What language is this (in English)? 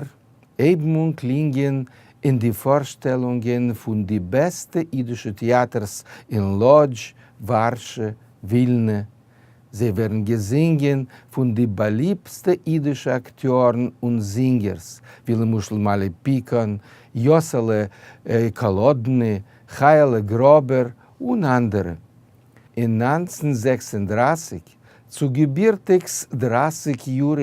Yiddish